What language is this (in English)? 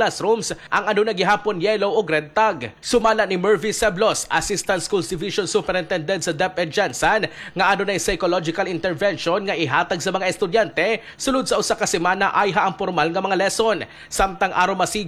Cebuano